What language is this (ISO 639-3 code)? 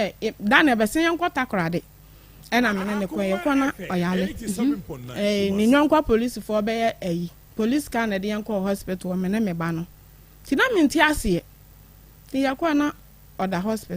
aka